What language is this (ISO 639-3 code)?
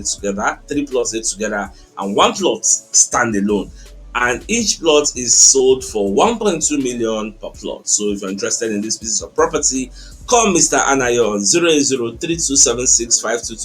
pcm